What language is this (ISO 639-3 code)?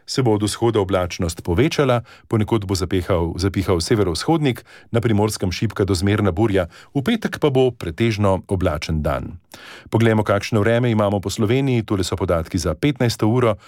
slv